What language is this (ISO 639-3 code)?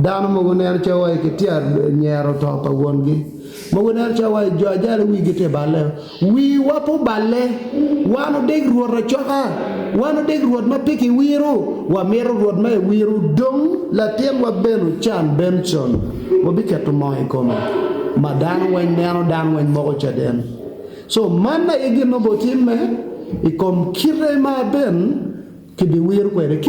ach